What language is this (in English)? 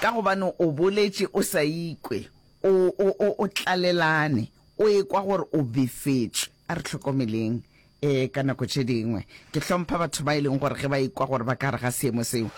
Northern Sotho